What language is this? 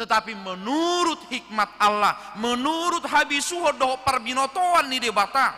Batak Toba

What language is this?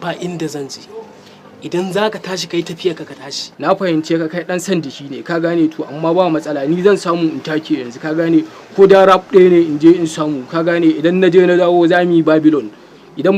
Hausa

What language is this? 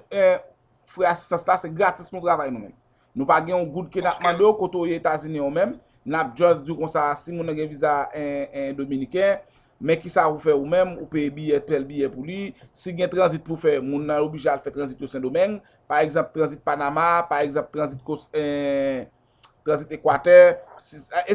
Haitian Creole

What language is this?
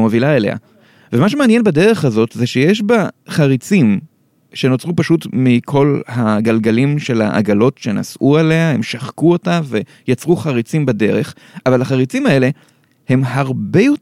Hebrew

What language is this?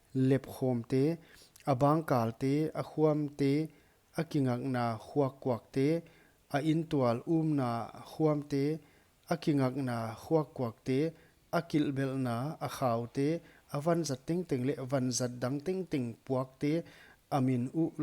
Paite Chin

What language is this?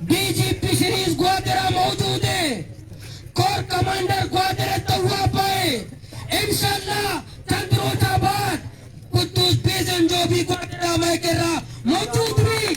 Baluchi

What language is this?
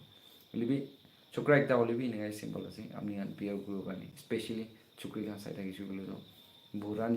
Naga Pidgin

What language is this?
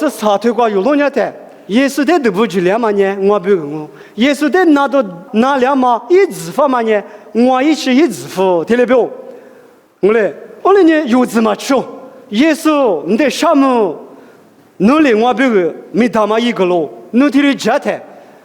Lisu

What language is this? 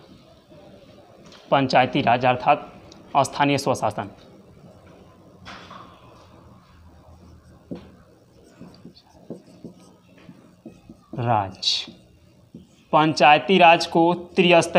Hindi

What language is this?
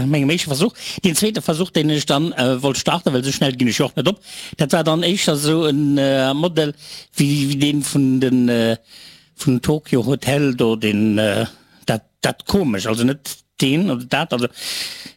Luxembourgish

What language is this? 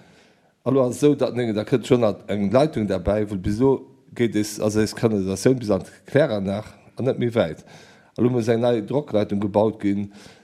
Luxembourgish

